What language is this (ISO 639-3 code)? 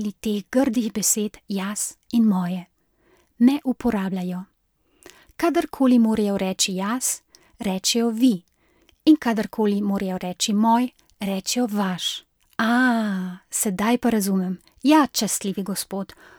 slv